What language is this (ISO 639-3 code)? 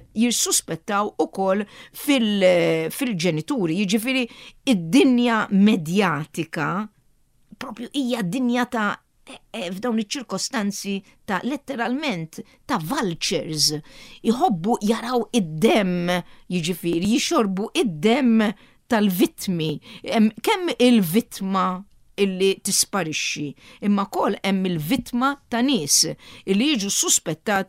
mlt